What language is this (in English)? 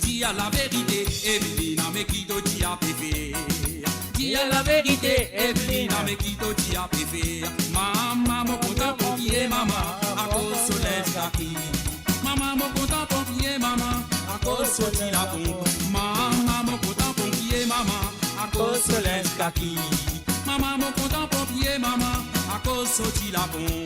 Morisyen